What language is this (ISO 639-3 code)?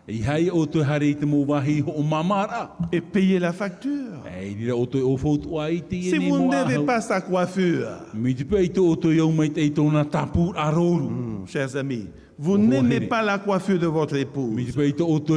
tah